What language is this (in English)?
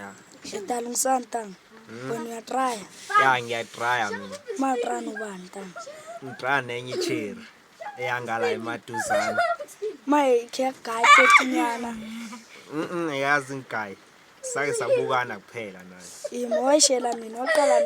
Zulu